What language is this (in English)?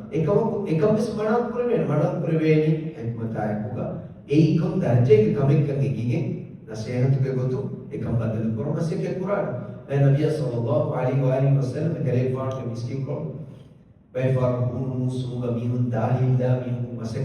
Divehi